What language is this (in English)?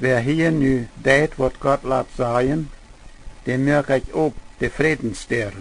Plautdietsch